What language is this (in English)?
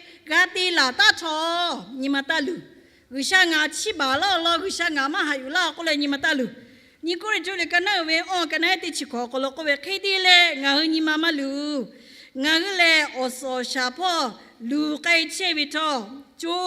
Lahu